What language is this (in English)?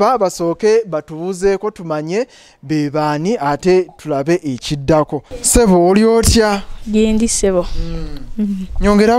Ganda